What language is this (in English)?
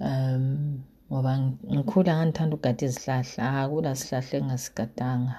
North Ndebele